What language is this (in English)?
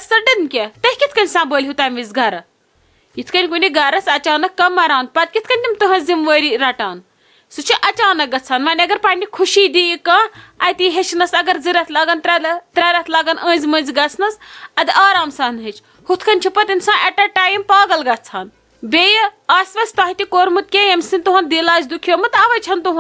Kashmiri